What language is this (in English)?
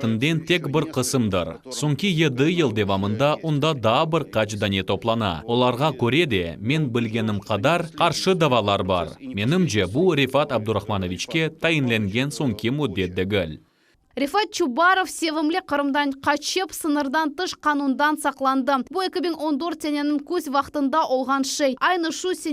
Crimean Tatar